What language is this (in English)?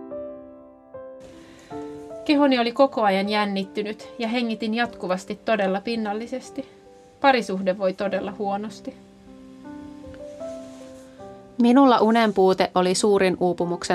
Finnish